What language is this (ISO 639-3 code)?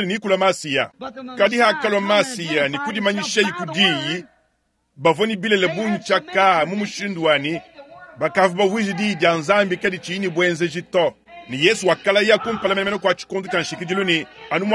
lua